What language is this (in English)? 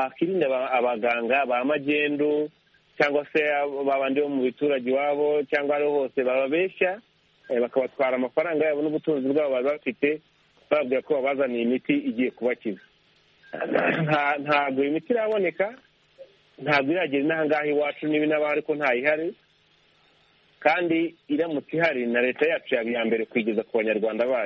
Kinyarwanda